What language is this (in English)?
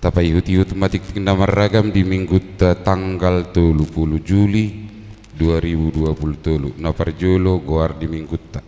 Batak Toba